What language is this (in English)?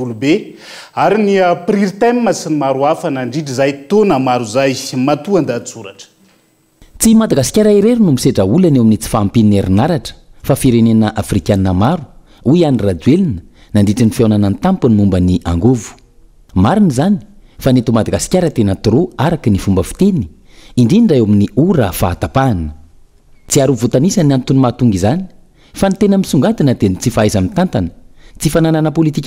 Malagasy